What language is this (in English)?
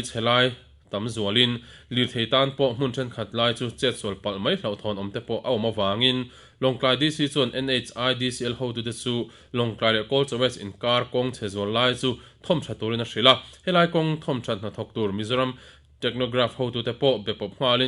Mizo